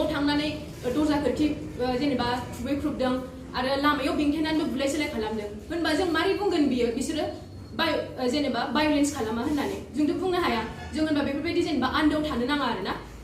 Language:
Bodo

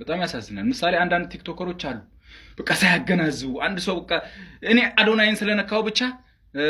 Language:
Amharic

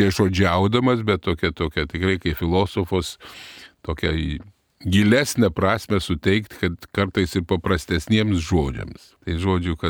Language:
Lithuanian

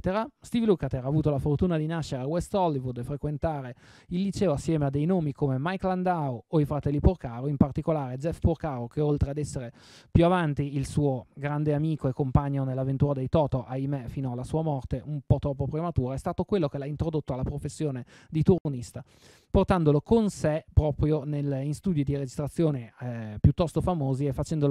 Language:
Italian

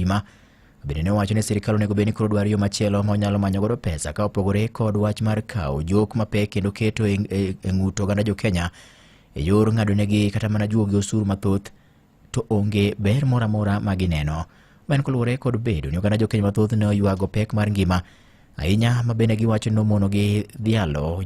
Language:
Luo (Kenya and Tanzania)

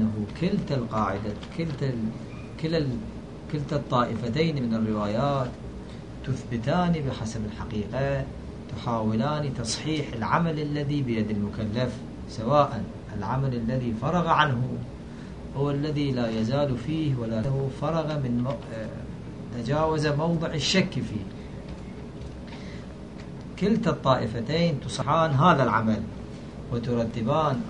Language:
Arabic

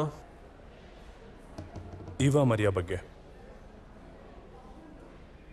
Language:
Kannada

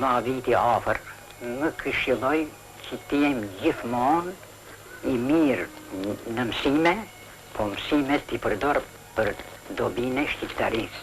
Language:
Albanian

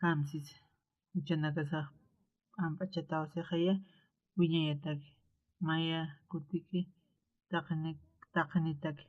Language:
Aymara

